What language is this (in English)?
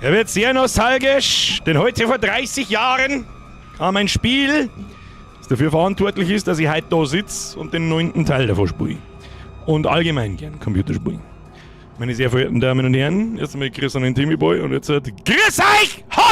Bavarian